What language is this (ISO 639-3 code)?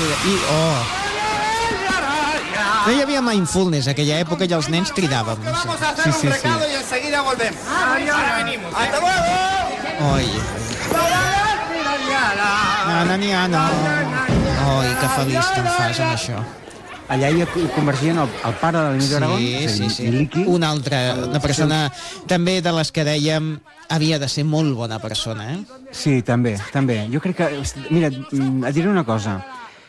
cat